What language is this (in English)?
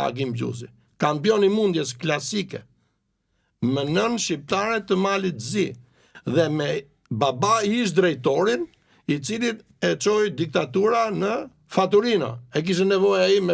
Albanian